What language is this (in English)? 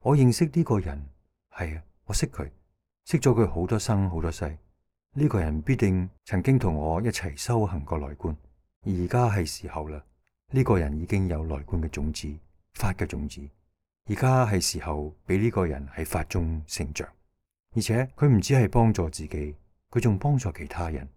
Cantonese